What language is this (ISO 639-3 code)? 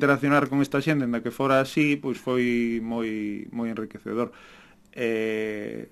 glg